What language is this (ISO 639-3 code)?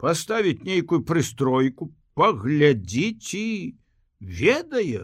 bel